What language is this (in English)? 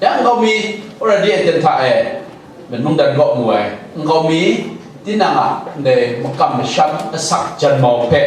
Kachin